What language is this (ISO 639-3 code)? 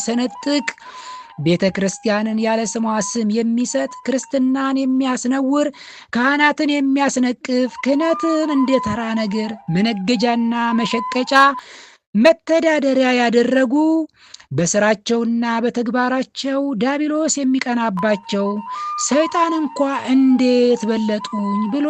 amh